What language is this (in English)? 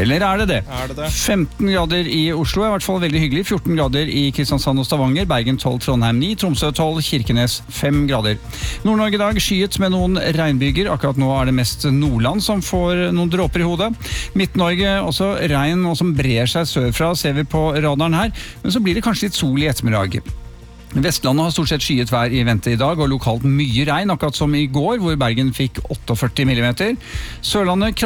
Norwegian